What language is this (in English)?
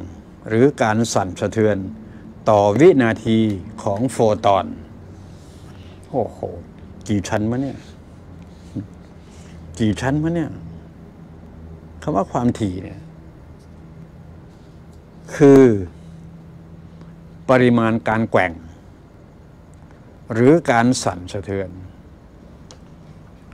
Thai